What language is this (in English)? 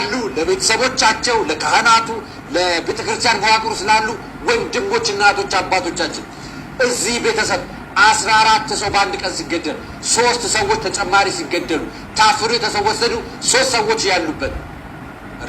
Amharic